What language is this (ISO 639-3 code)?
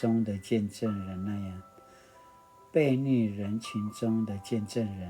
pwn